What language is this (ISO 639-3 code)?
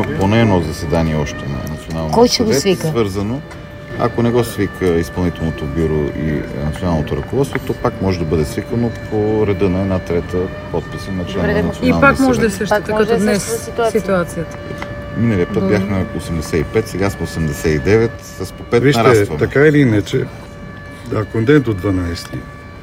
bul